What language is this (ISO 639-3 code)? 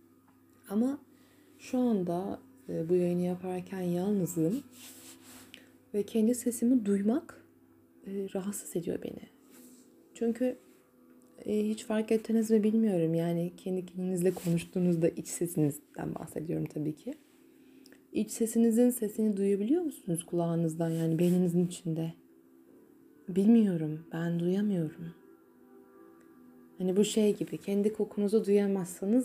tur